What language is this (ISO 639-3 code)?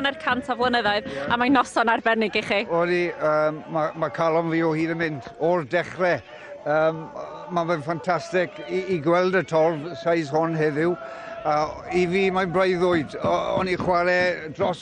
cym